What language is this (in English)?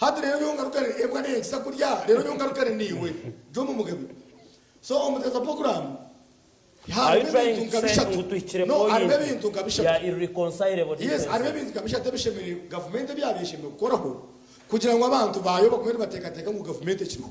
Nyankole